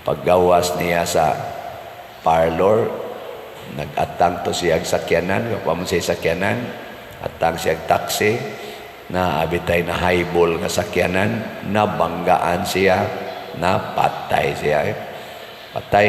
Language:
Cebuano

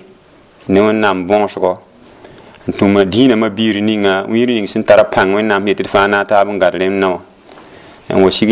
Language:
Mossi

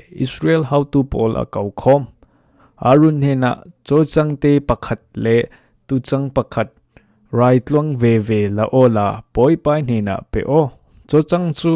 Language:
Falam Chin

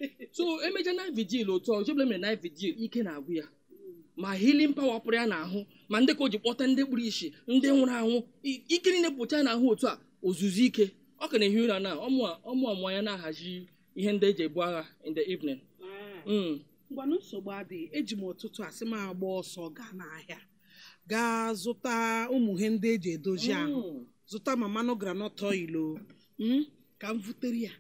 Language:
Igbo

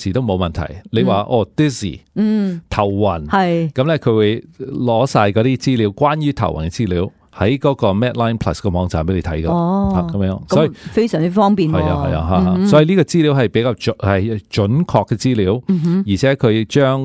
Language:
Cantonese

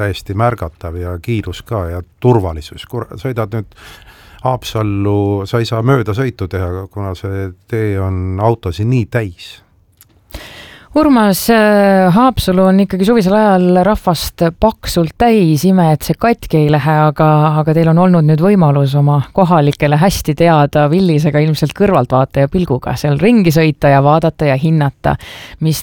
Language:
Estonian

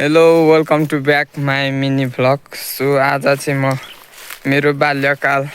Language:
Nepali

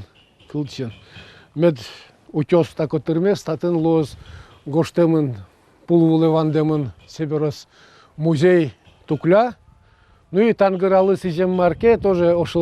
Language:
Udmurt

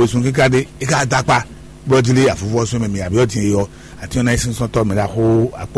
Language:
Fon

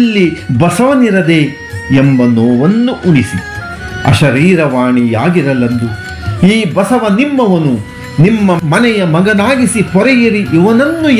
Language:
Kannada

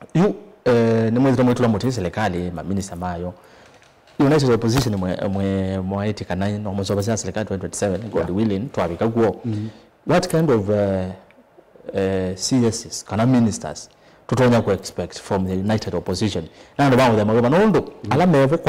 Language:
Kamba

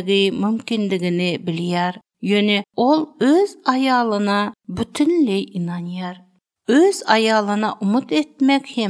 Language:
Turkmen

